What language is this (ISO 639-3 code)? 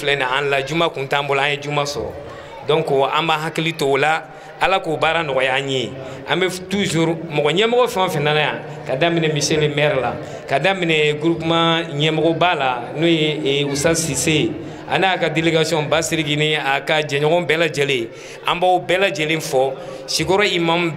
bam